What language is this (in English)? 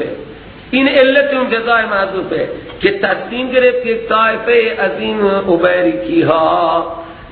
Persian